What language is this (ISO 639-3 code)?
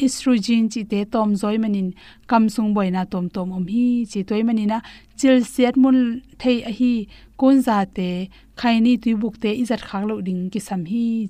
ctd